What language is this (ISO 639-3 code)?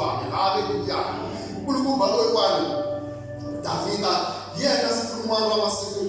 tso